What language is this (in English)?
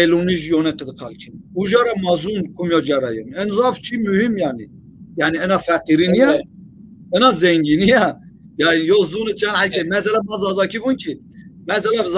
Zaza